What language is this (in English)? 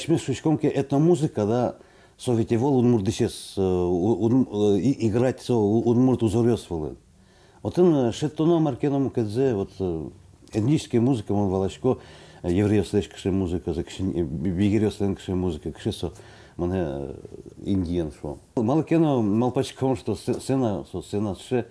Udmurt